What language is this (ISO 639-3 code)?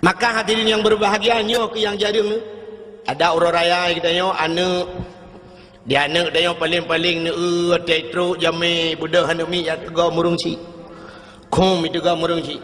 ace